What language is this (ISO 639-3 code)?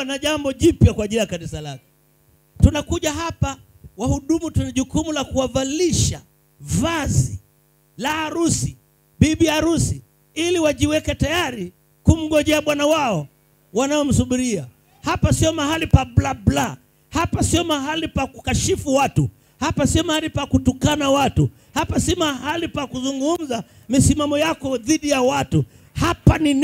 swa